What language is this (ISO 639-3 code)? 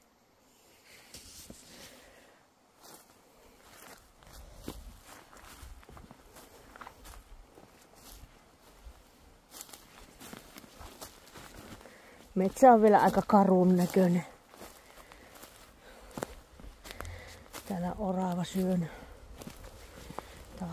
fin